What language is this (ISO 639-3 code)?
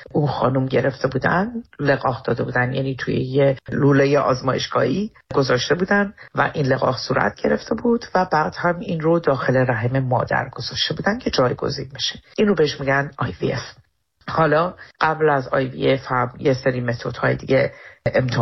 fas